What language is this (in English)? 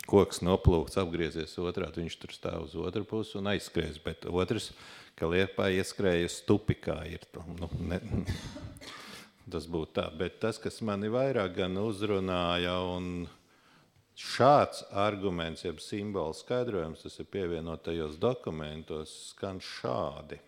Latvian